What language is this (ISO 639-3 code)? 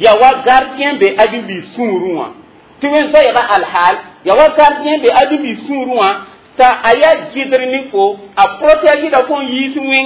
mos